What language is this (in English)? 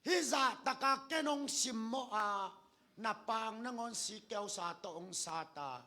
Tedim Chin